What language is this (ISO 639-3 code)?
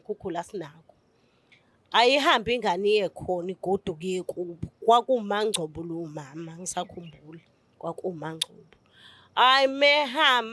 zul